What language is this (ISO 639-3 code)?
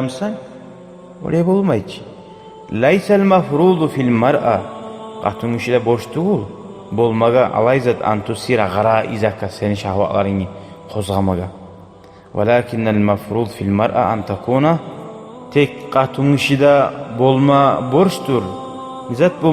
kum